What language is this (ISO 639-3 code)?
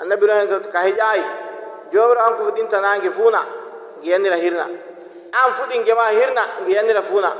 fuv